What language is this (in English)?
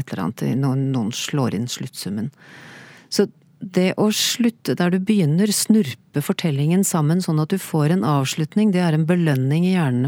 Norwegian